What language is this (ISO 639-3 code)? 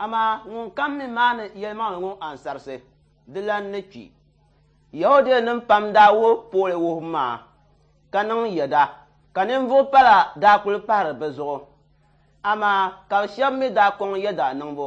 dag